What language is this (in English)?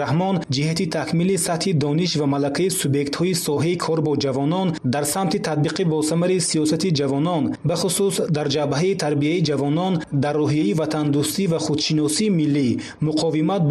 Tajik